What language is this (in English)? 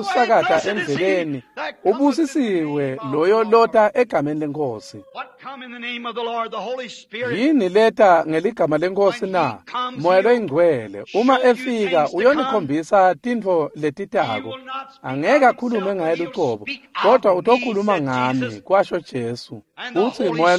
Swati